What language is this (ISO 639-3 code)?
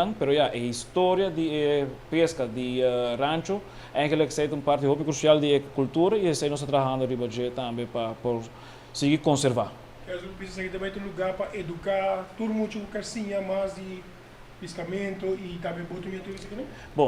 pap